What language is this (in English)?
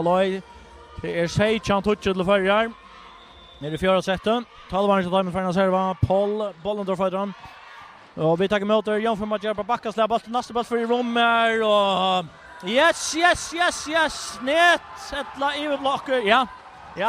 Faroese